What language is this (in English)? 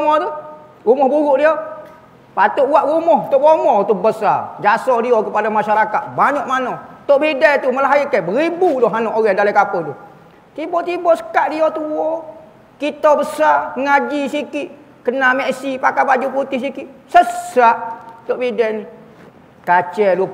Malay